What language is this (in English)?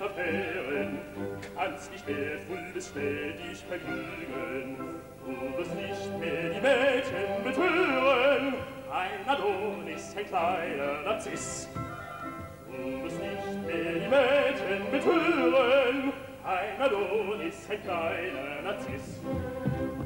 German